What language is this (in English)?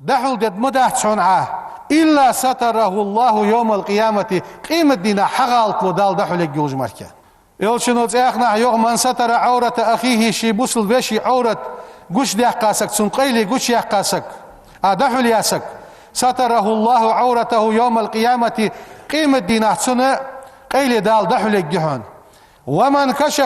Ingush